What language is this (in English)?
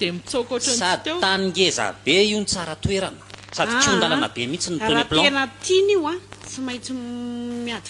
Malagasy